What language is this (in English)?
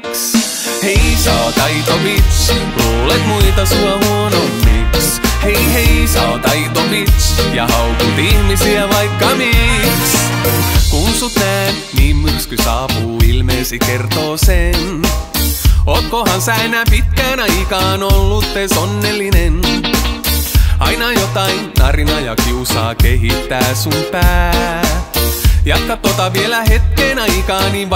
Finnish